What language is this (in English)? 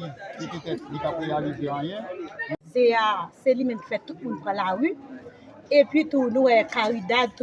Haitian Creole